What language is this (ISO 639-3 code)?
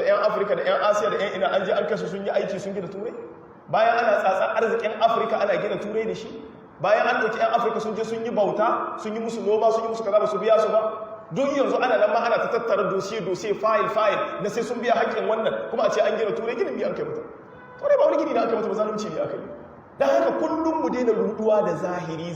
hau